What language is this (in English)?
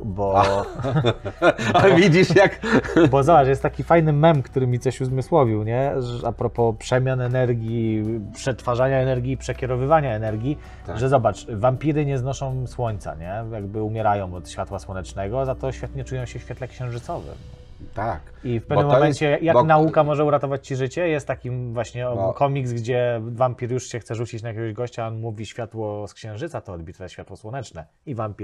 Polish